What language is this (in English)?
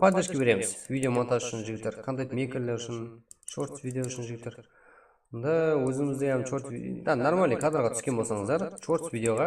Kara-Kalpak